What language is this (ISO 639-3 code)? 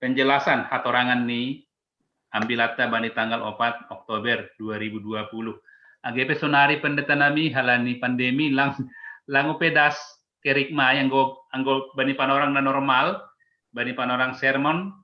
bts